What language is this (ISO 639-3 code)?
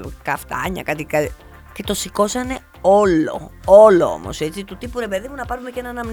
ell